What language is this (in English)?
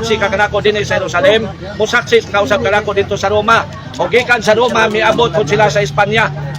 Cebuano